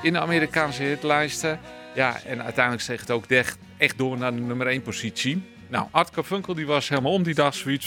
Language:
Dutch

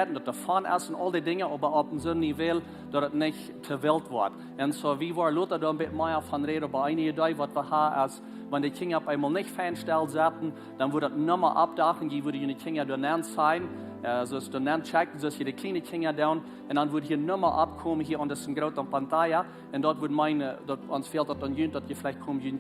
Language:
Plautdietsch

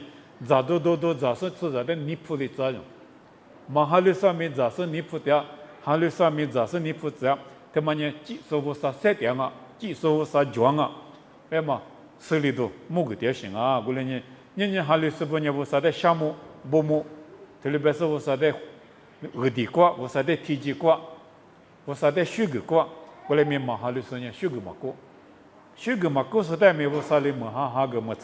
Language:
Lisu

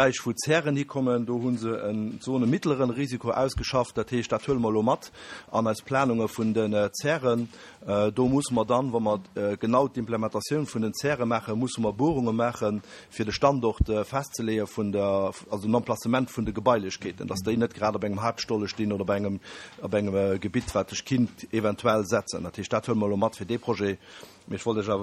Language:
Luxembourgish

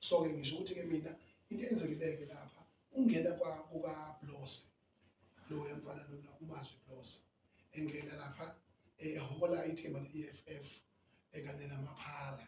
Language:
Zulu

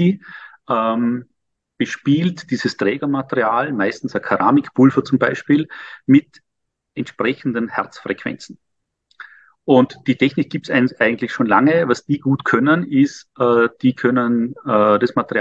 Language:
German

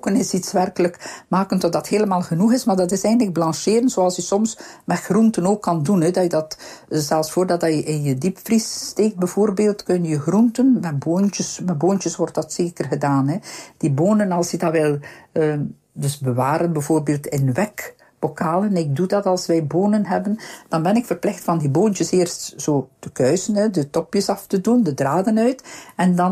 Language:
Dutch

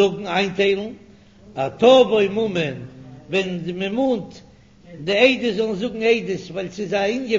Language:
Yiddish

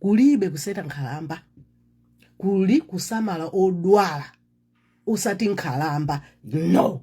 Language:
Nyanja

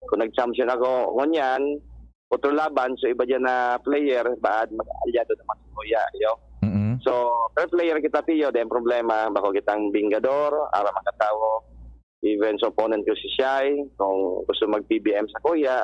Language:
Bikol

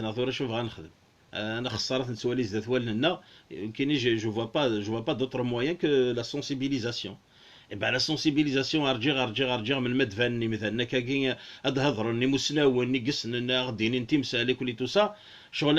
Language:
Kabyle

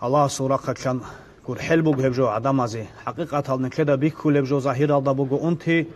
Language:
Avaric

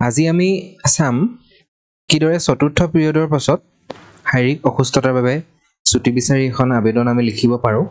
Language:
Assamese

